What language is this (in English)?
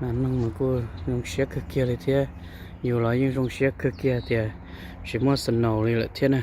Hmong